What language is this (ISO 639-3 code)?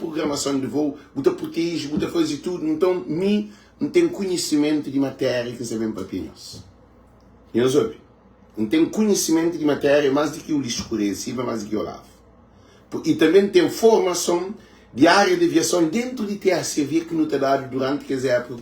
kea